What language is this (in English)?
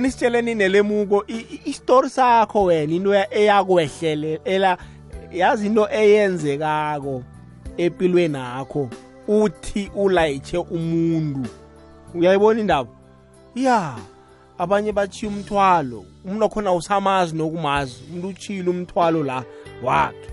South Ndebele